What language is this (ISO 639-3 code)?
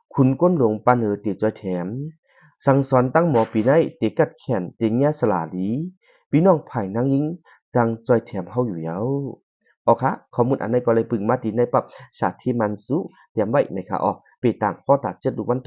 shn